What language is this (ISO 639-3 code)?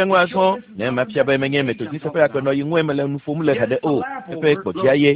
ewe